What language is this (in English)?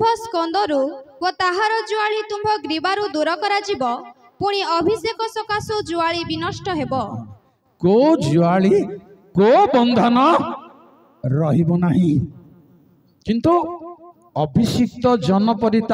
Odia